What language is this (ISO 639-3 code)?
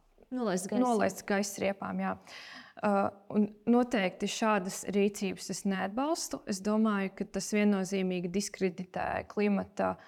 lav